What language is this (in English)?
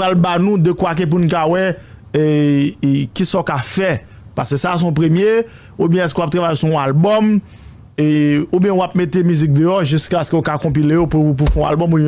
Haitian Creole